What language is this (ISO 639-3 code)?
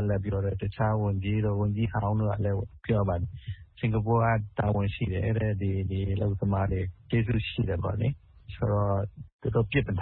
mya